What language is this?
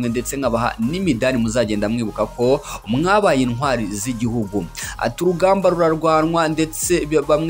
Kinyarwanda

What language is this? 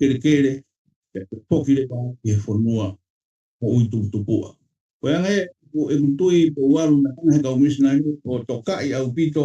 Tongan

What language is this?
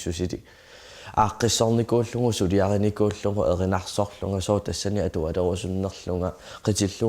Kalaallisut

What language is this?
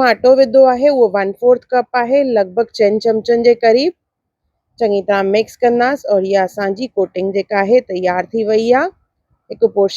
Sindhi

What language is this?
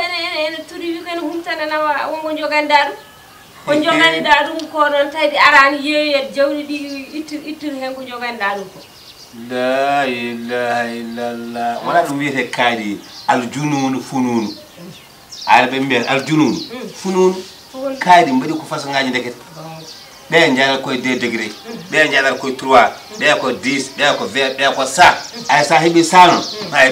Fula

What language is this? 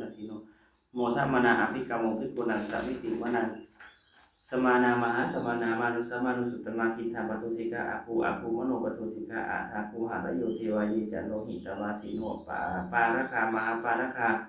Pali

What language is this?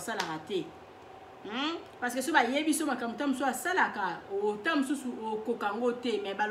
Lingala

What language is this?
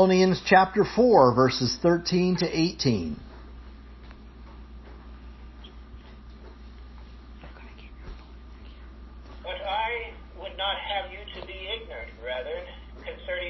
English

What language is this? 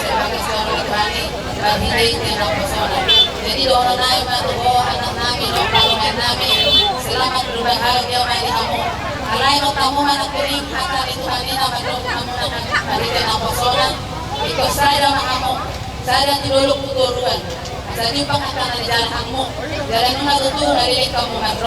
Batak Toba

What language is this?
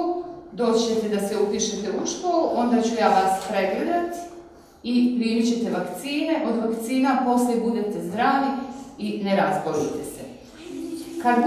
Bosnian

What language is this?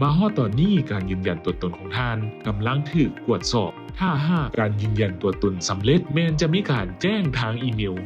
Lao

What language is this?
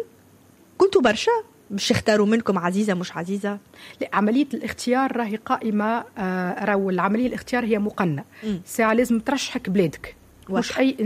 Tunisian Arabic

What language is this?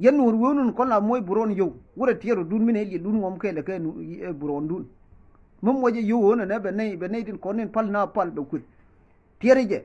Nuer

